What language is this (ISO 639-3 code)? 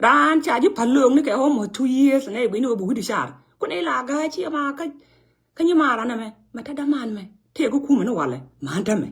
nus